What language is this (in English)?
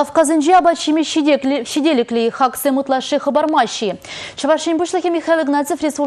Chuvash